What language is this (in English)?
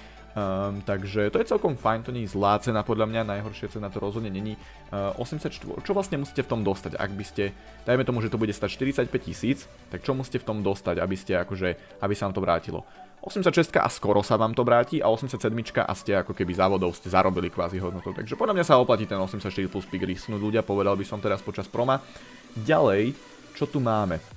Slovak